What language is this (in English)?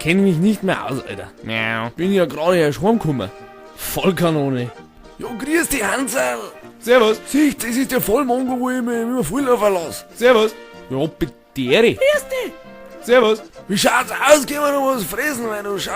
Bavarian